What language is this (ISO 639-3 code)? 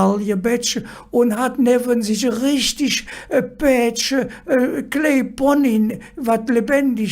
ksh